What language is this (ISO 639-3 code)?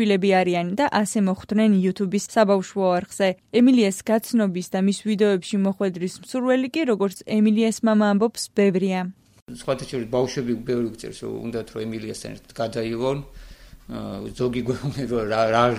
kat